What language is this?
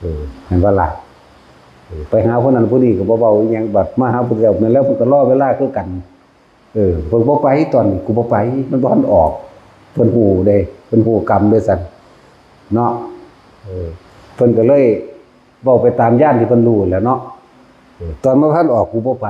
Northeastern Thai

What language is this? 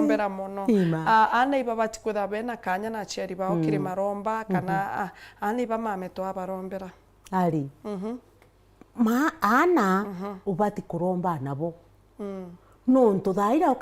Meru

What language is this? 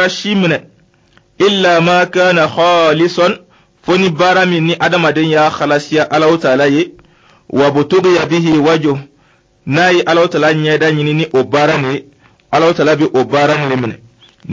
Dyula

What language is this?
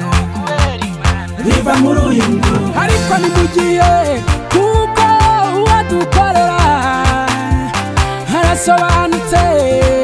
Kinyarwanda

